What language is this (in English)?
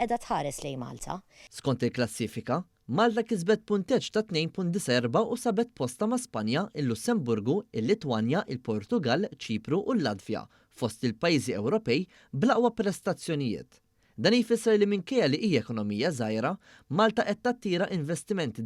Maltese